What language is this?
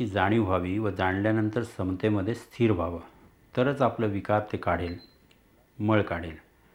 Marathi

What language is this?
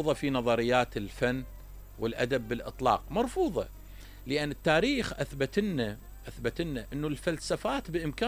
Mesopotamian Arabic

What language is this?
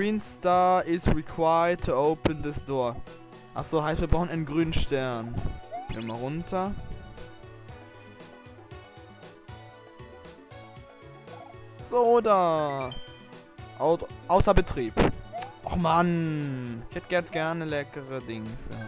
German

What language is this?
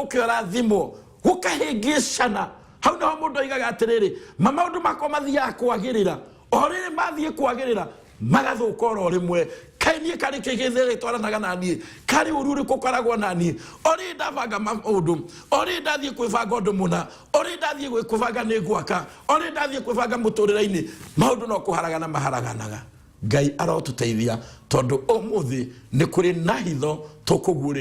Kikuyu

